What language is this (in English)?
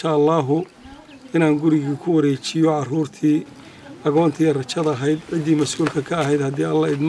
Somali